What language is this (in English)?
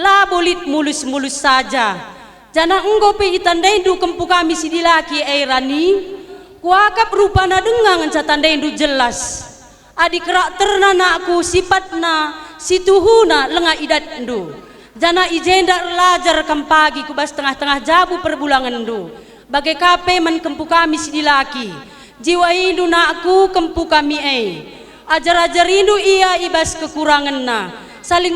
Batak Karo